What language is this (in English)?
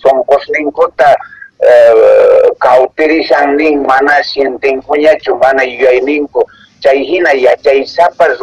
Quechua